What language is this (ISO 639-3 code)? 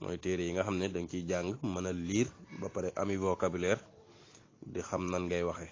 wol